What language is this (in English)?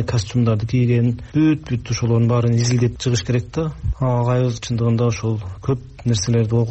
Kyrgyz